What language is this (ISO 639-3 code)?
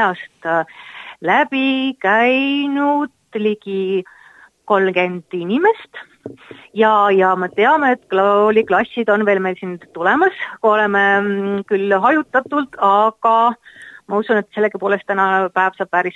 est